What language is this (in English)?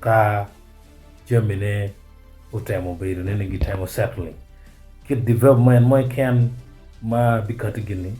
Acoli